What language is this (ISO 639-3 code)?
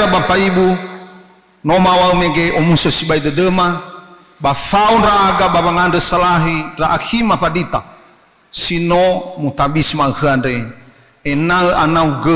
nia